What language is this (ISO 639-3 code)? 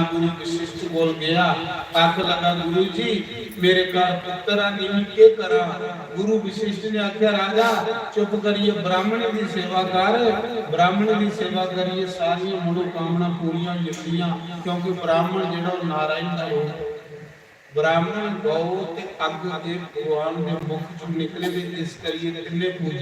doi